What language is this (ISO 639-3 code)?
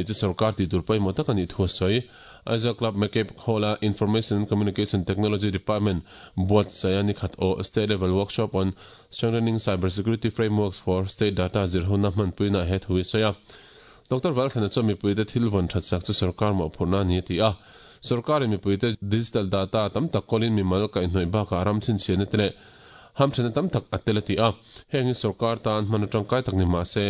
lus